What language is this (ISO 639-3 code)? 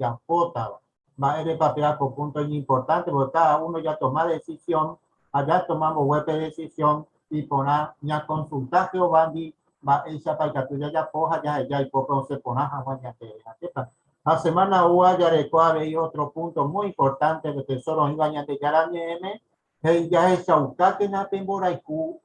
grn